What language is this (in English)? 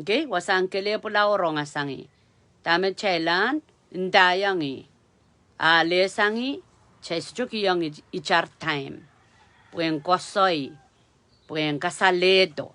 Pohnpeian